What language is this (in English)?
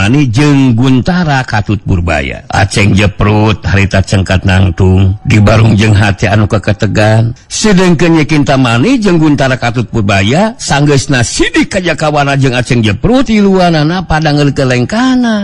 Sundanese